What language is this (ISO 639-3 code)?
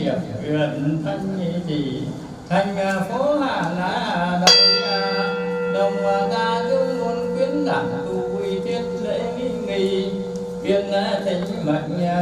vie